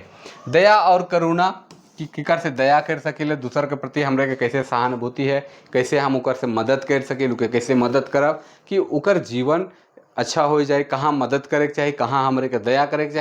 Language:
Sadri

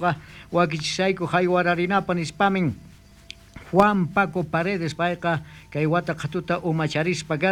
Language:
South Bolivian Quechua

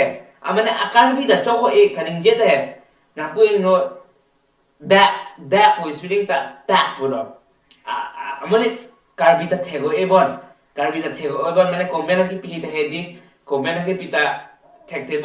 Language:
Karbi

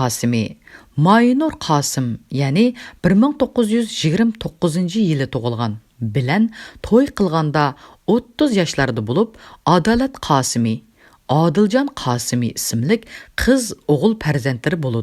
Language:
Uyghur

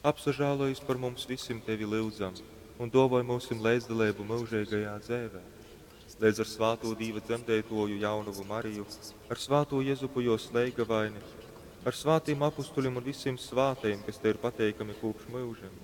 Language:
Latgalian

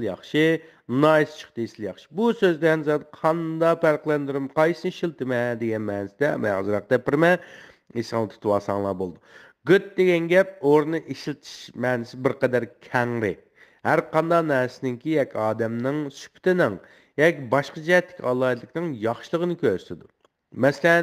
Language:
Uyghur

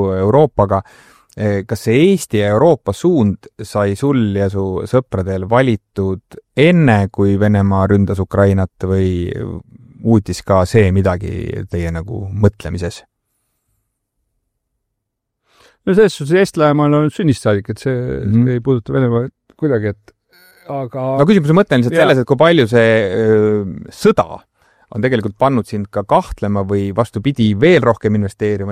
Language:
Estonian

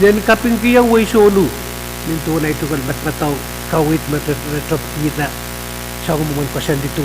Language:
Pohnpeian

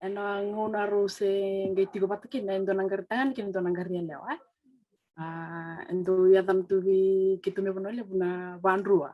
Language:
Fijian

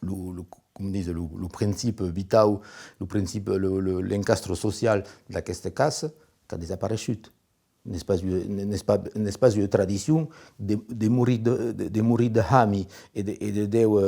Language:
Occitan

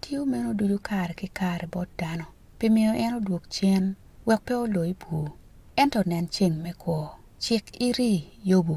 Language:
Acoli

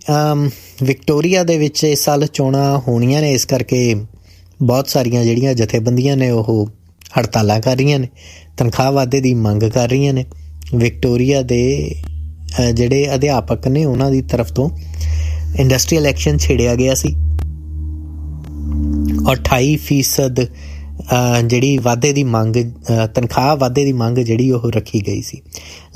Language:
Punjabi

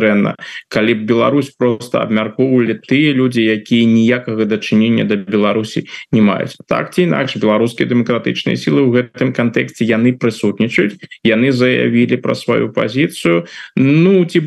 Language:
Belarusian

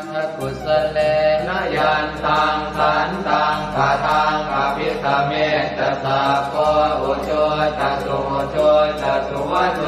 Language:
Pali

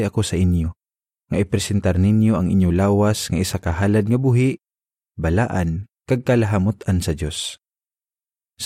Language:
Hiligaynon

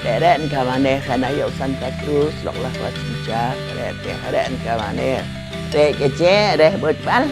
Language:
Poqomchi'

